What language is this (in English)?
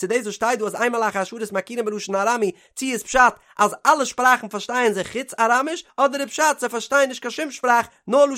Yiddish